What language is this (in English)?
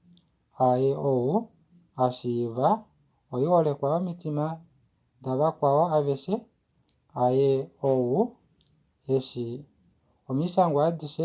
Kuanyama